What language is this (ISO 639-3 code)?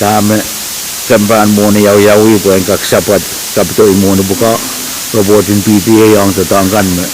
pon